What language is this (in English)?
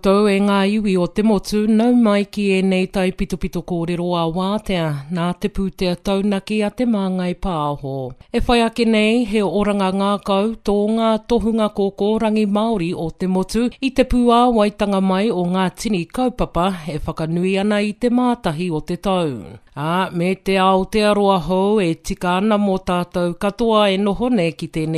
Māori